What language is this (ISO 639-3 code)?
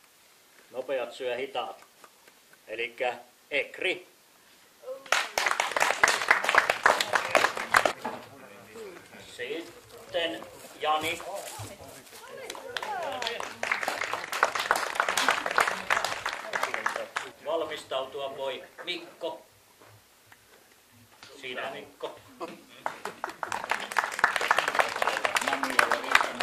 fin